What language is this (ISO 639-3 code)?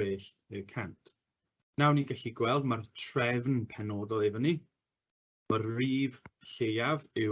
cym